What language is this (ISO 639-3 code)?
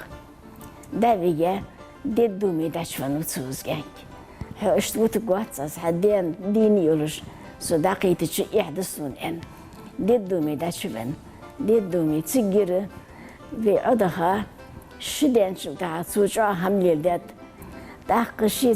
inh